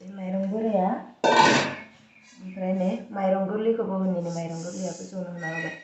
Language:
Bodo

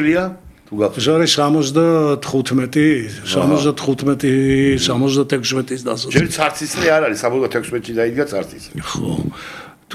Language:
Georgian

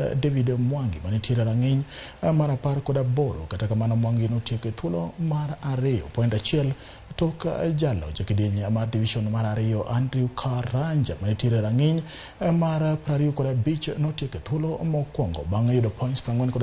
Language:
Luo (Kenya and Tanzania)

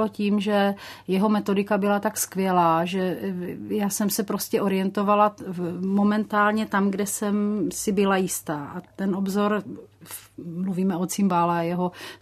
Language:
Czech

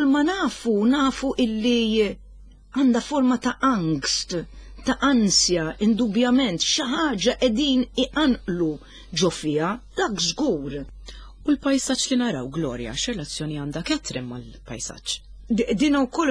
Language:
Maltese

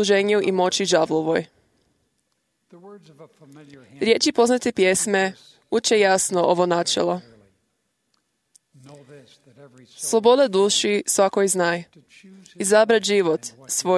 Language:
Croatian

